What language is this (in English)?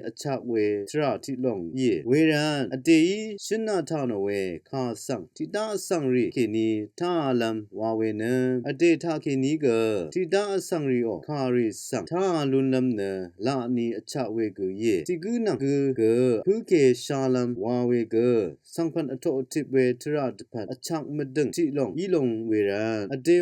Rawang